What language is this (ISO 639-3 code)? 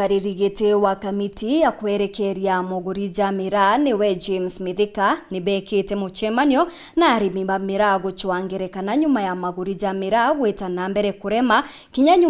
mer